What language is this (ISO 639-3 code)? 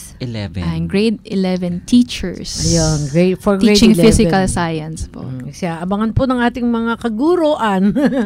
fil